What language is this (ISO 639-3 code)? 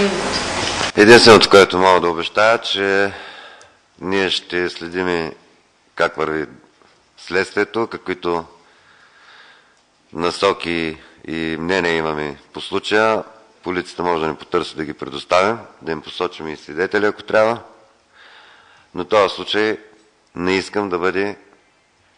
bul